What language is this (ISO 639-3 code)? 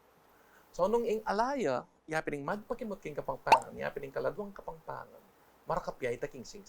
pam